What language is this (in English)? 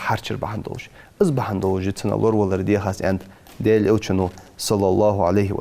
Ingush